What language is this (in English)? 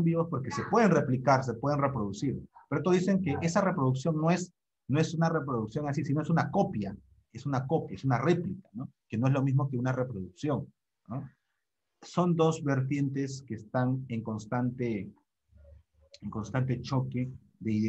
Spanish